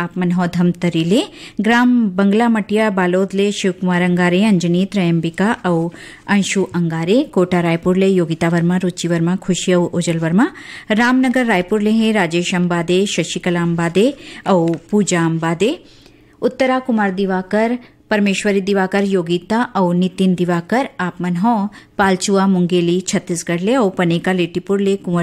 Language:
Chhattisgarhi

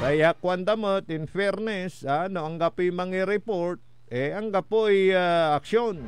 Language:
Pangasinan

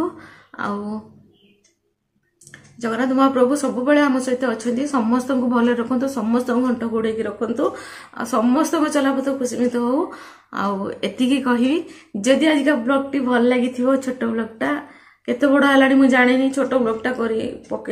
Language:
Odia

